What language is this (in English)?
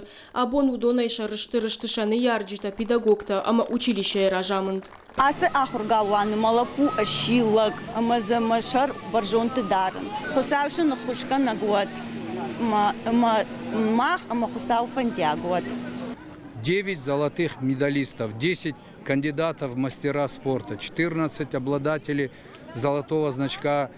Ossetic